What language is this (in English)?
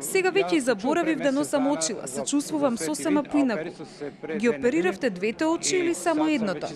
Macedonian